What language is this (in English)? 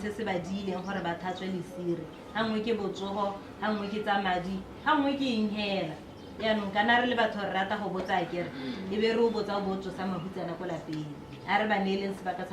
Tswana